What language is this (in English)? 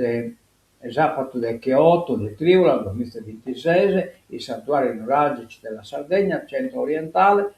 Sardinian